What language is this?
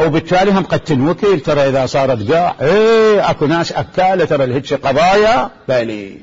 Mesopotamian Arabic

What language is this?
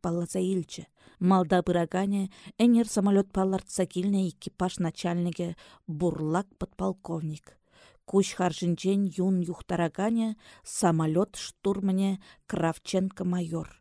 Chuvash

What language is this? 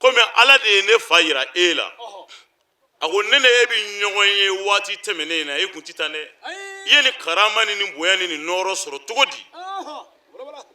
Bambara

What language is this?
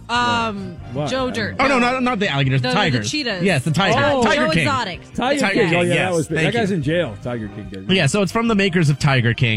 English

